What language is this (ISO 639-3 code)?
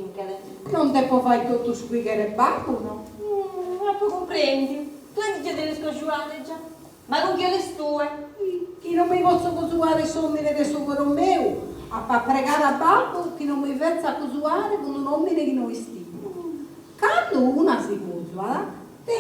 srd